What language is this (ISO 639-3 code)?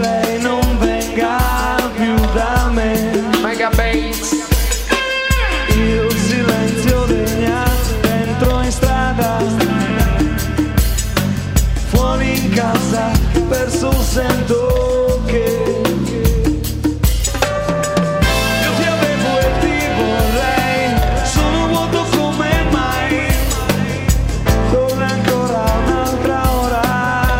ita